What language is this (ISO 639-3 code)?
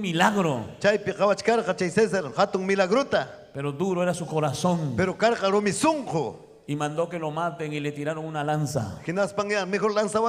quy